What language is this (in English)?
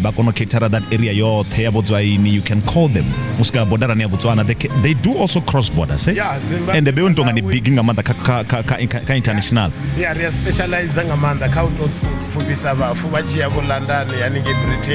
Venda